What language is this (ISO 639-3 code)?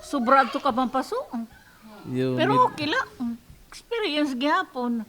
war